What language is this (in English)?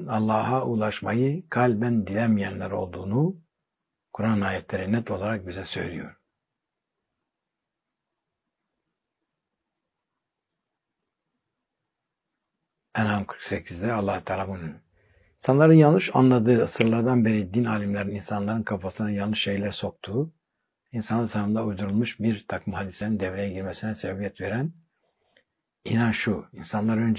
Turkish